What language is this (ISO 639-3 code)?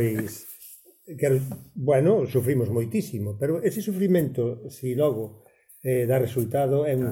glg